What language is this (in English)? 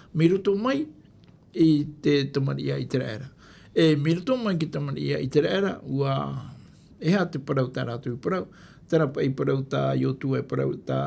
Tahitian